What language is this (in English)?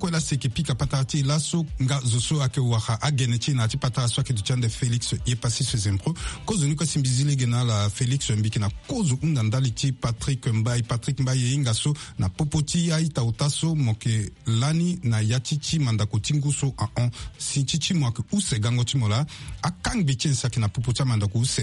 Sango